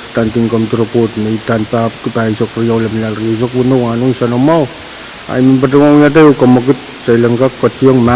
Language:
Pohnpeian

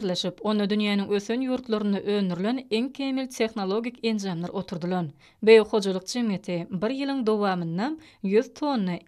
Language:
Turkmen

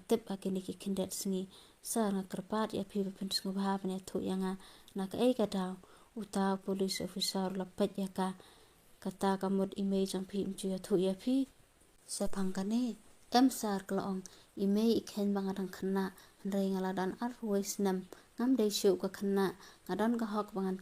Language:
Khasi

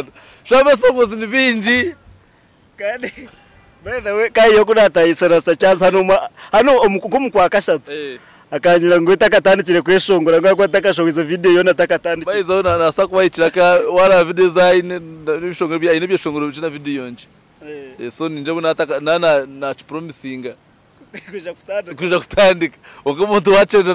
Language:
Nyankole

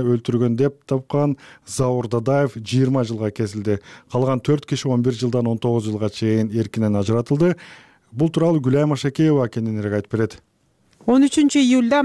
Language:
Kyrgyz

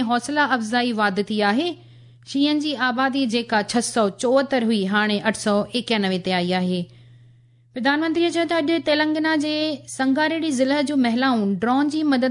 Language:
Sindhi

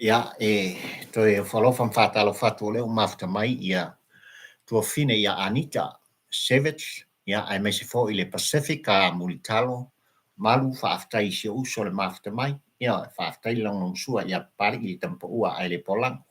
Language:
Samoan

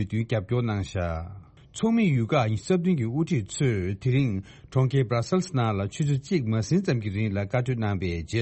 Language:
Tibetan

